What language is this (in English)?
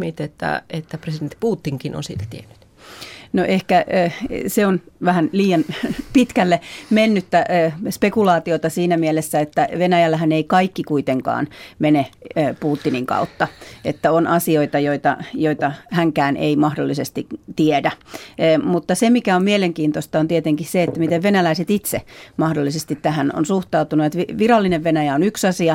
Finnish